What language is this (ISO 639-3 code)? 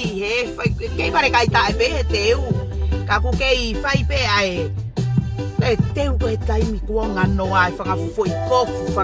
ton